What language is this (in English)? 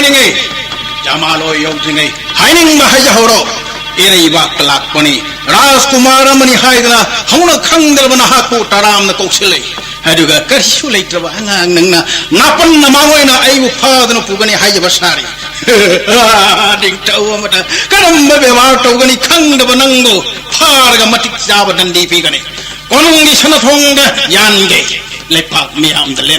Manipuri